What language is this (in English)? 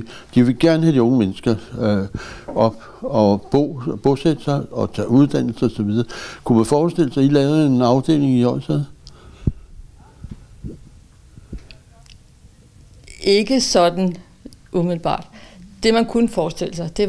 Danish